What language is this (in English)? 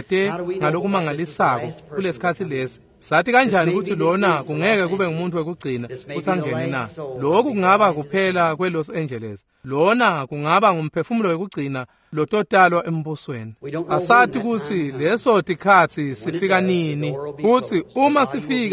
Swati